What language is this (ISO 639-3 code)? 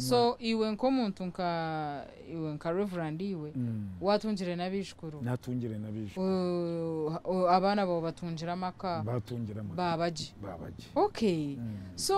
nyn